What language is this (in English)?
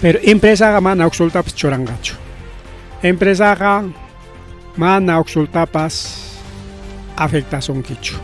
Ayacucho Quechua